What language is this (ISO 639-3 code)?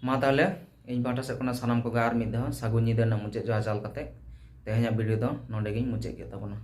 sat